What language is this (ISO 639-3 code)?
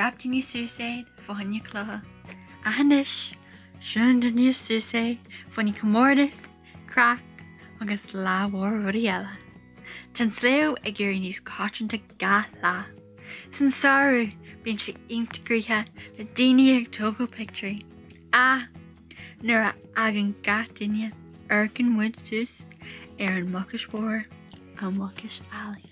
gle